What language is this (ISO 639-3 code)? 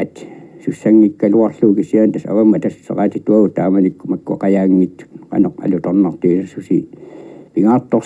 kal